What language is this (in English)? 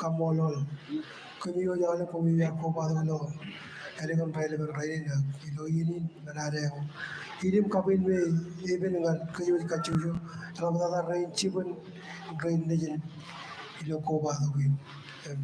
Marshallese